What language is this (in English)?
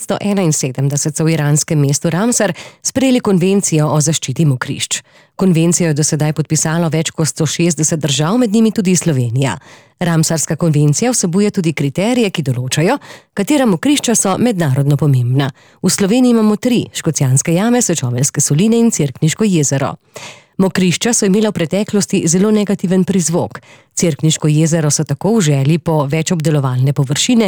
Slovenian